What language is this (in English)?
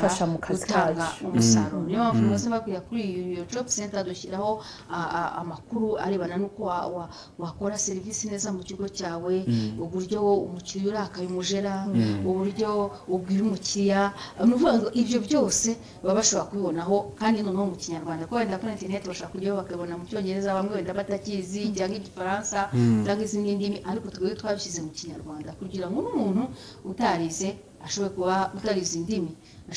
Kinyarwanda